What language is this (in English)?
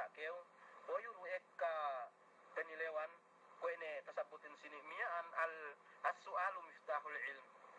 Yakan